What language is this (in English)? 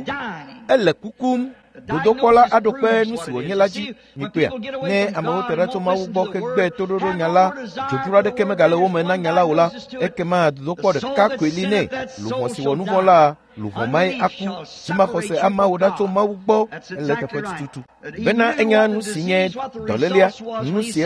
Ewe